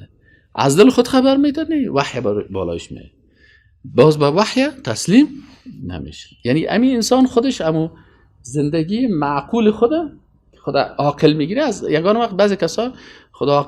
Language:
Persian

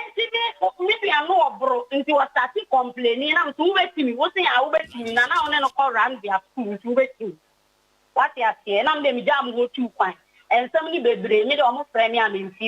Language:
Akan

